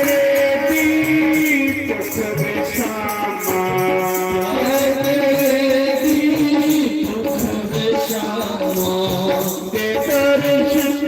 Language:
Dogri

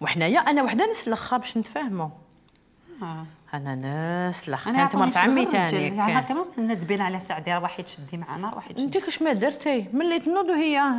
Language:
Algerian Arabic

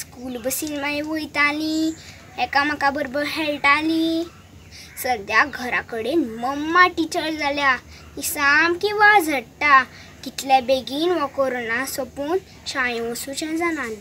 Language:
Konkani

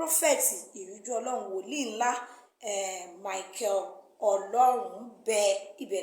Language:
Yoruba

